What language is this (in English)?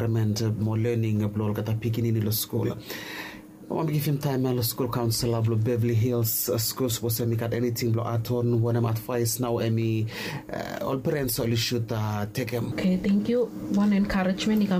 Bislama